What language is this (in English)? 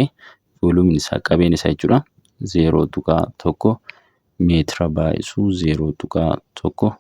Oromo